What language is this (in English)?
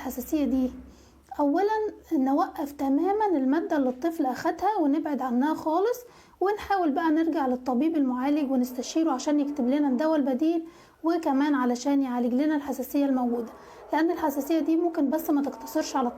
Egyptian Arabic